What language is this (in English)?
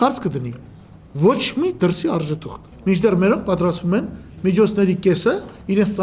Armenian